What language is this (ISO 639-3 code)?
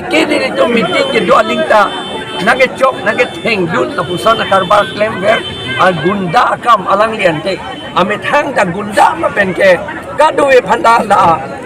mjw